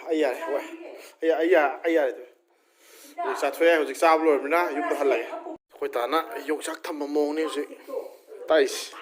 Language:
Manipuri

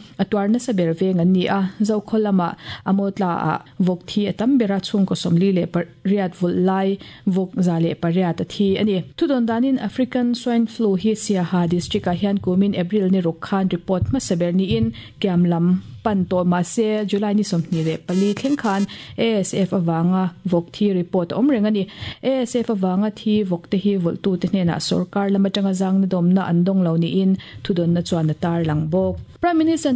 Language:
Mizo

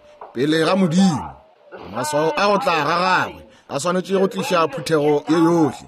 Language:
Northern Sotho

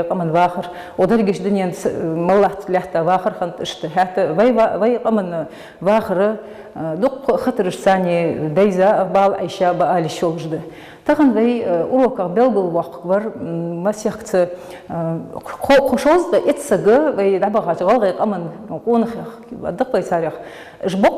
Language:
Ingush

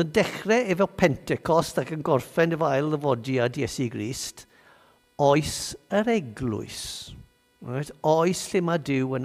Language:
Welsh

